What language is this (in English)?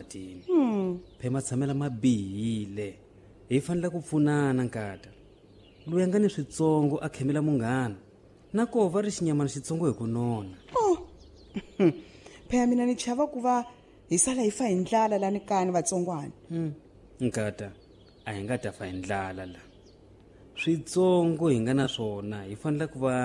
Tsonga